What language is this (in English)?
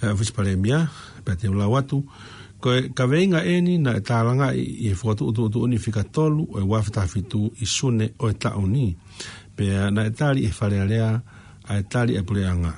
Tongan